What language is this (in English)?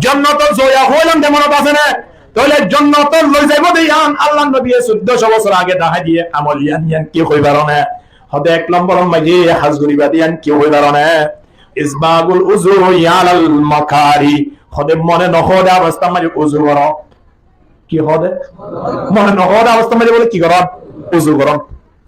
Rohingya